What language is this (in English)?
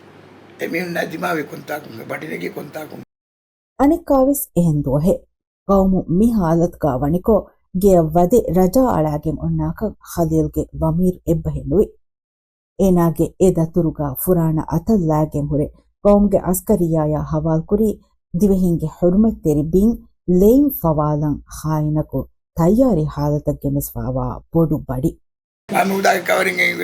Divehi